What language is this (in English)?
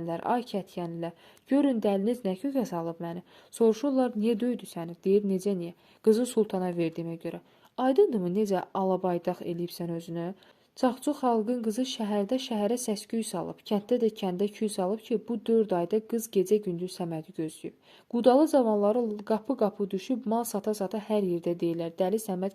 Azerbaijani